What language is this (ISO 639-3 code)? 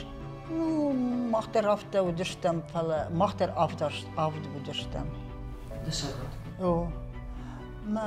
oss